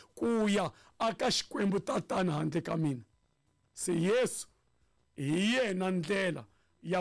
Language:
Tsonga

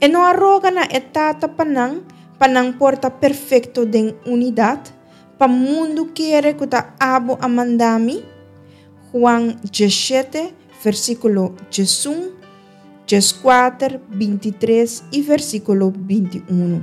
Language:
Papiamento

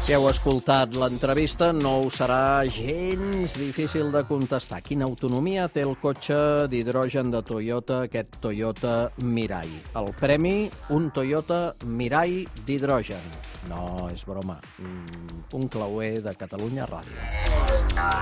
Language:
Catalan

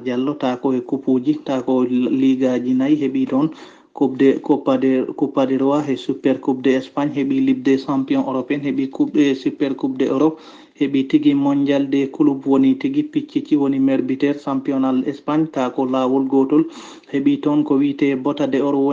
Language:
Fula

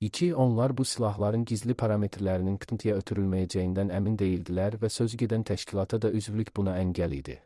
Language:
Azerbaijani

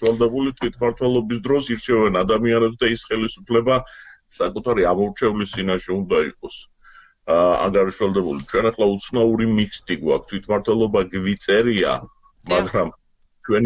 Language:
Georgian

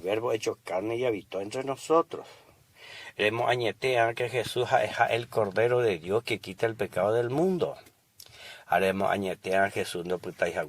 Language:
Guarani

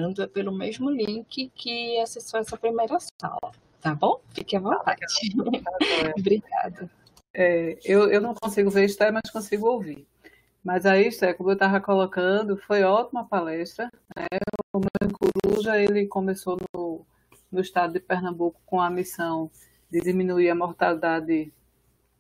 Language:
Portuguese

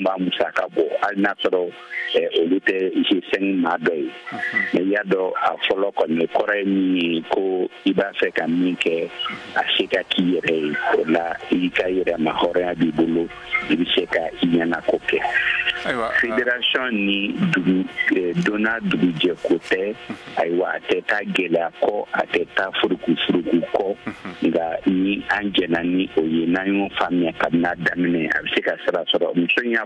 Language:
Bambara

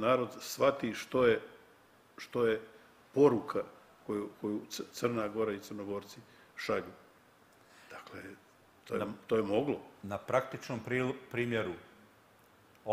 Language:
Serbian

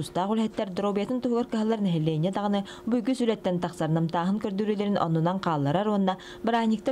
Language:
Yakut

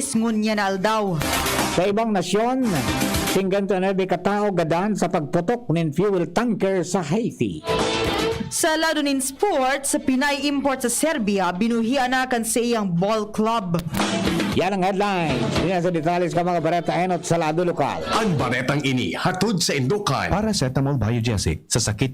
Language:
Bikol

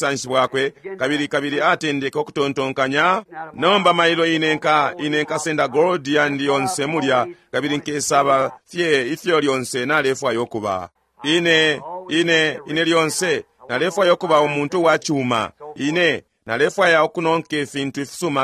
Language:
Bemba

